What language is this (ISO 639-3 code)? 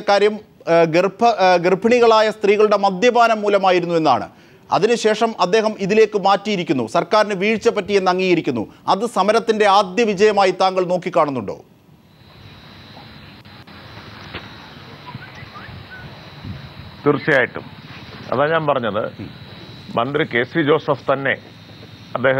mal